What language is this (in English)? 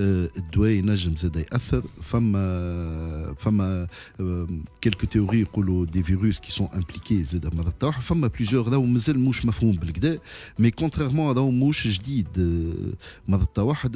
Tunisian Arabic